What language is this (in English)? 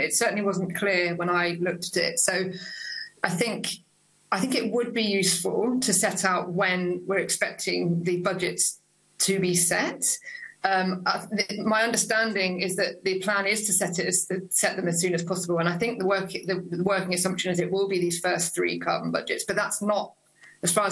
English